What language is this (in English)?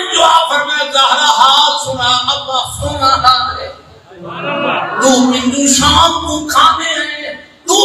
Saraiki